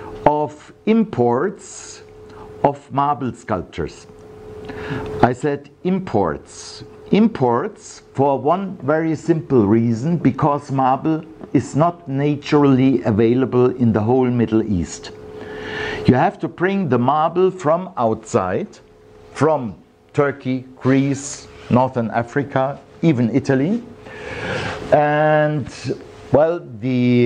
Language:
English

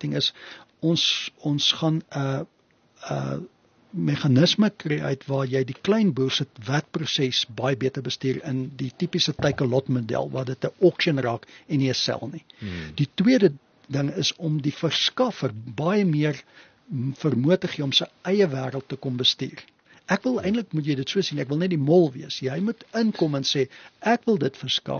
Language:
Afrikaans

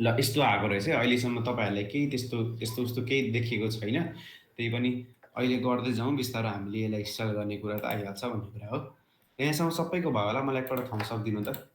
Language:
Nepali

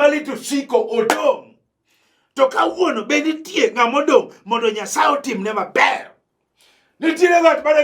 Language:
Luo (Kenya and Tanzania)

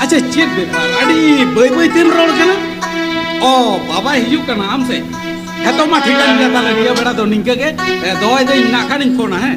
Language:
Santali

